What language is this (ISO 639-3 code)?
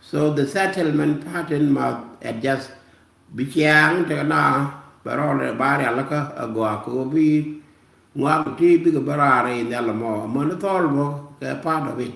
nus